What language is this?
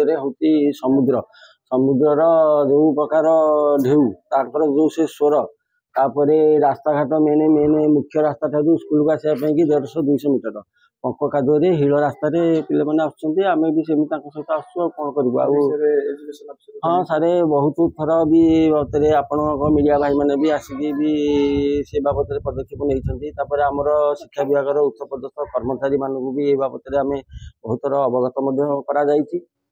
Odia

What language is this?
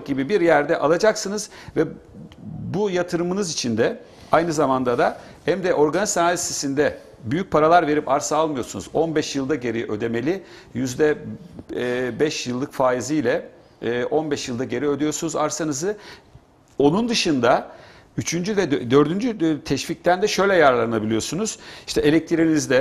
Turkish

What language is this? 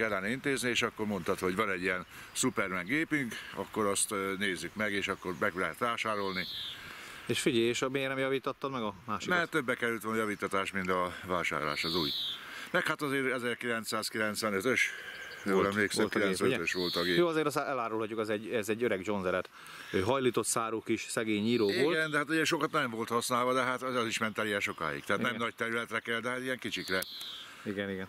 Hungarian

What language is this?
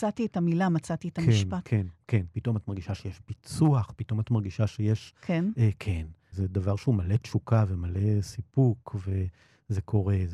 Hebrew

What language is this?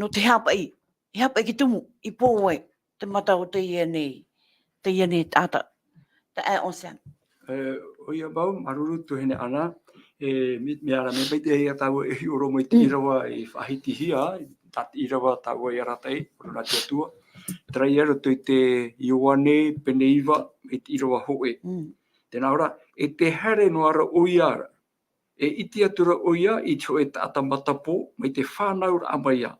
Tahitian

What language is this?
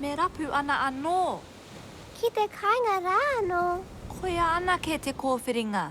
Māori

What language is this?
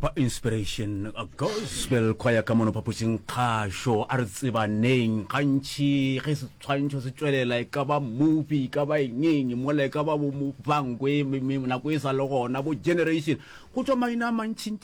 Northern Sotho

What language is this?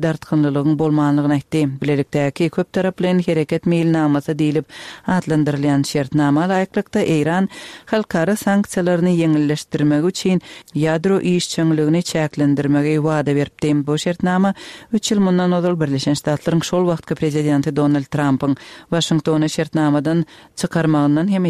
Turkmen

